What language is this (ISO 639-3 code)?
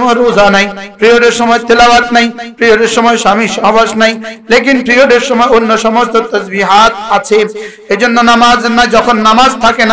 ben